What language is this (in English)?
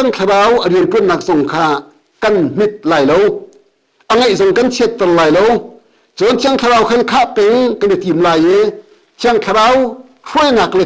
Hakha Chin